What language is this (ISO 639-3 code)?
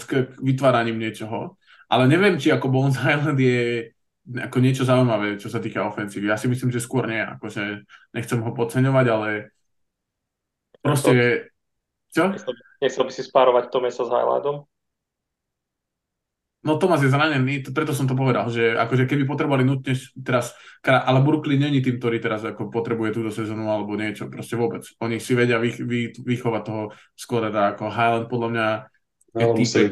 slk